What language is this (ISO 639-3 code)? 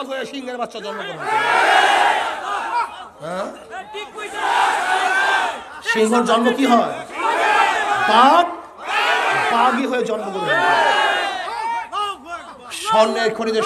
ben